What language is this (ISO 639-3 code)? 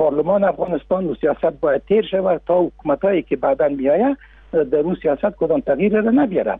fas